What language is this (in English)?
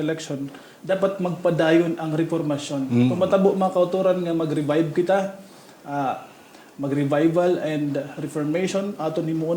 Hiligaynon